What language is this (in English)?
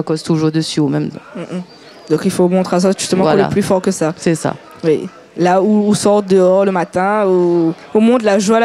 Réunion Creole French